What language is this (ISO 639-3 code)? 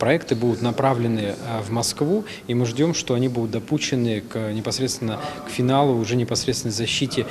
crh